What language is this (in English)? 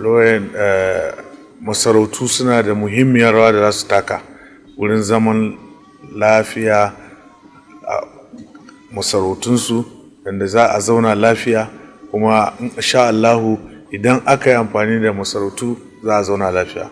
Hausa